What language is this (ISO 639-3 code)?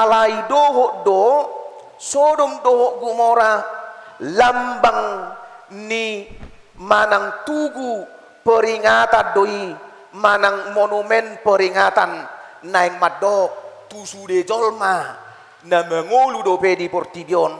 bbc